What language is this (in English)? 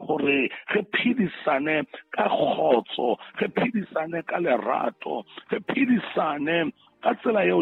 Southern Sotho